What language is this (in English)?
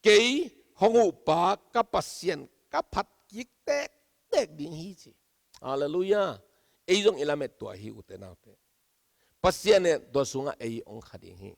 Tedim Chin